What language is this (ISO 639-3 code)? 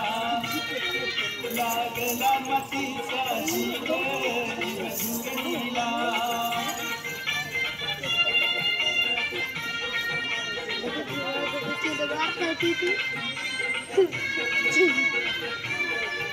mar